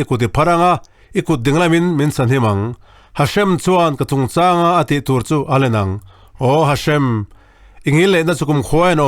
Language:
Mizo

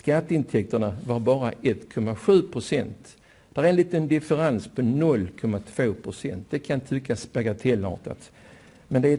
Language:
Swedish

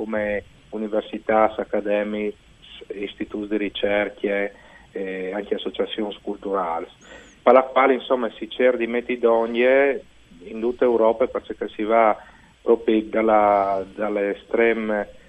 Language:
Friulian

